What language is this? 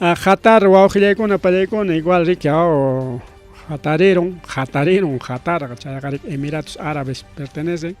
Ayacucho Quechua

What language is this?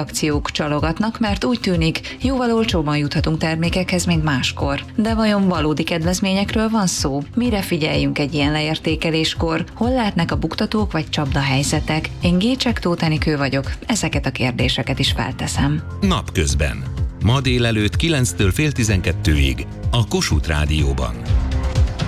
Hungarian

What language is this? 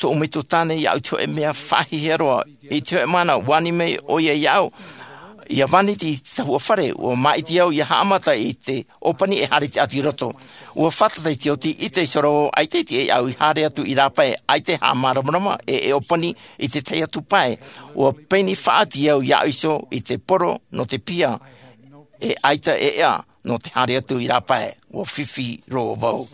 Tahitian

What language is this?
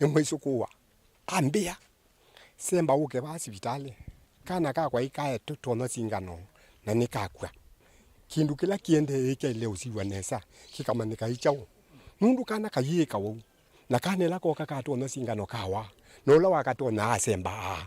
Kamba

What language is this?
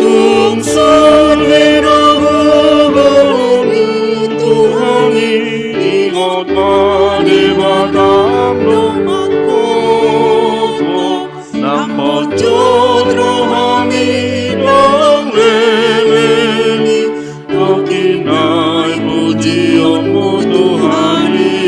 Batak Toba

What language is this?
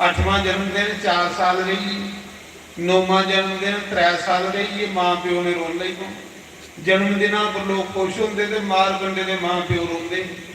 Dogri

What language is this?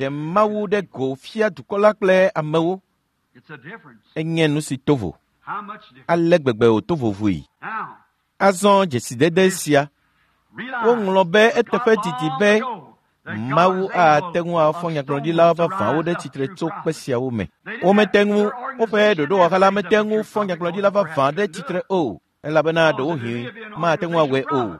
Ewe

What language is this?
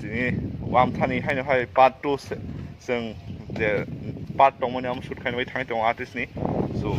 Kok Borok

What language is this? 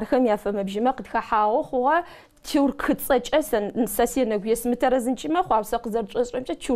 Adyghe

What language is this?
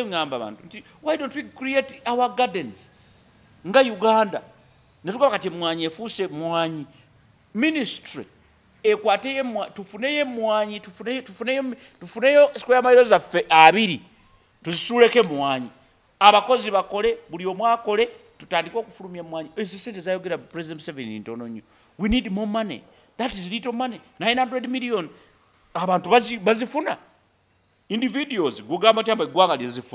Ganda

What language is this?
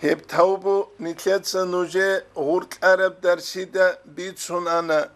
Avaric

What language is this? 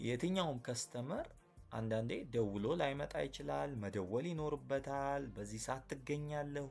Amharic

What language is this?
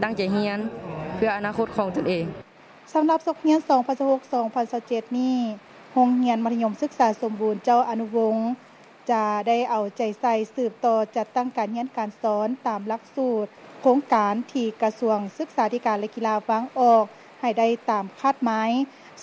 Lao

